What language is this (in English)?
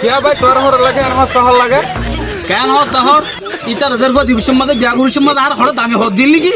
Rohingya